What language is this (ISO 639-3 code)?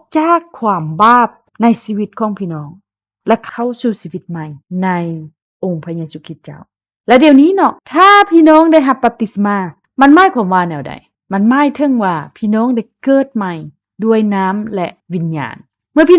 lao